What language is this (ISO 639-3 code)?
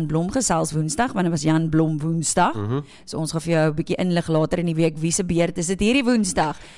afr